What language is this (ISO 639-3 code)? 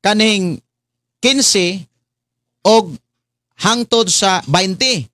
ceb